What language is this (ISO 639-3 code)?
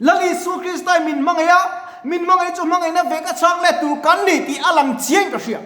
lus